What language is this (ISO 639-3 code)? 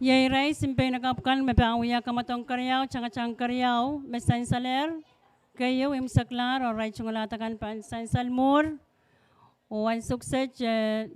pon